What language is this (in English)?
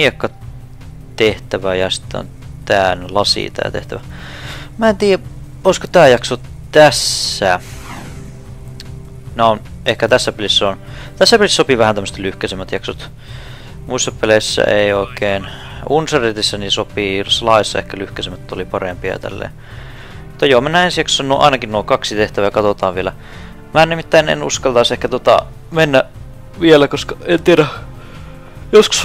Finnish